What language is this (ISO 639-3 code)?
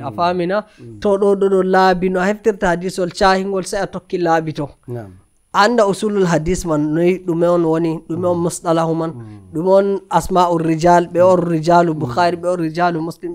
fuv